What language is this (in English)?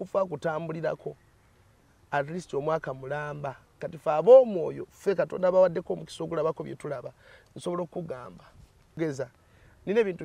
Ganda